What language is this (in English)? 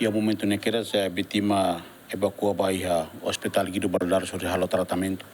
Tetum